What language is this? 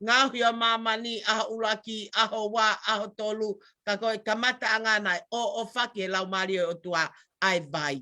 Tongan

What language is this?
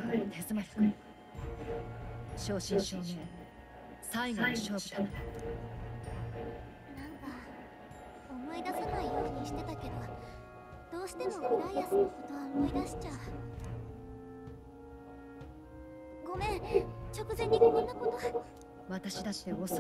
Japanese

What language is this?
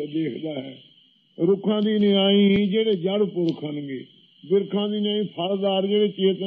Punjabi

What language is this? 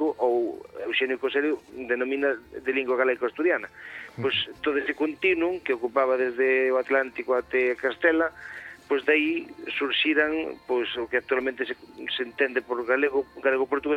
Galician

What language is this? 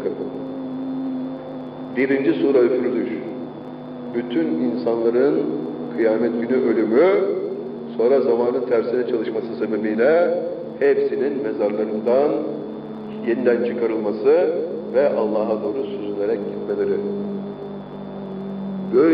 Turkish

